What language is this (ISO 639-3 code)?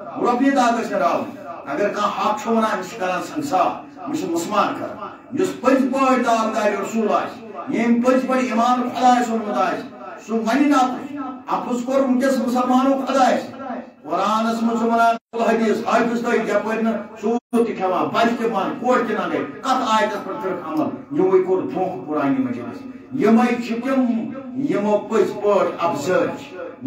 kas